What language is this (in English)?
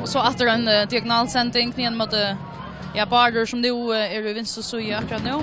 Faroese